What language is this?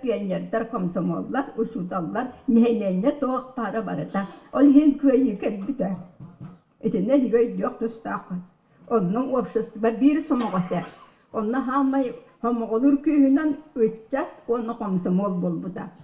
Yakut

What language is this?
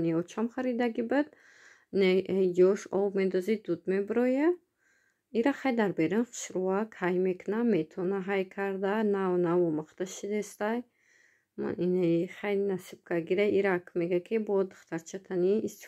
Tajik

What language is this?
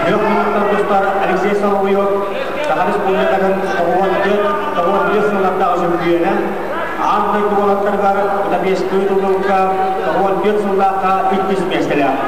Yakut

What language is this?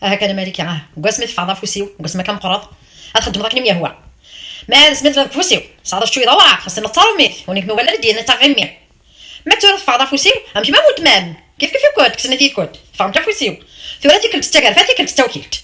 Kabyle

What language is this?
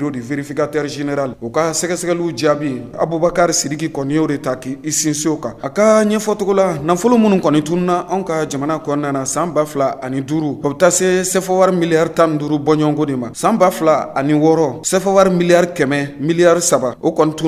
Bambara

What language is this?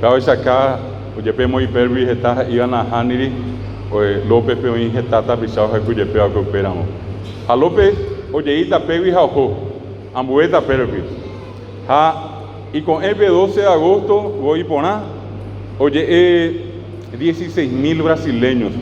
Guarani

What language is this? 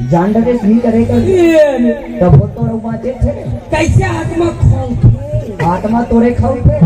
Chhattisgarhi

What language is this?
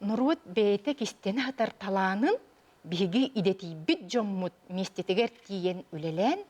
Yakut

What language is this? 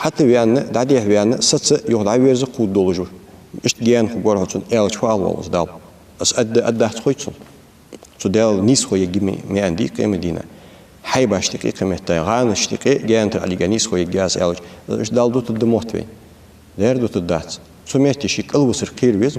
Ingush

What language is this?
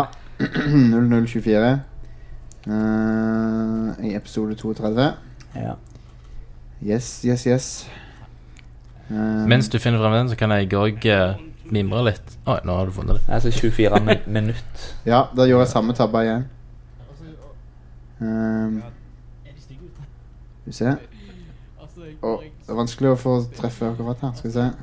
Norwegian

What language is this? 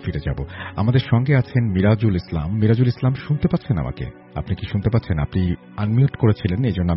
Bangla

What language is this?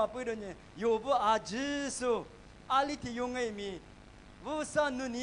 Lisu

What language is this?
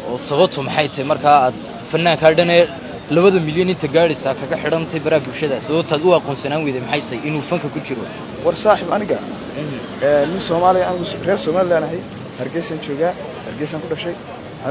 Somali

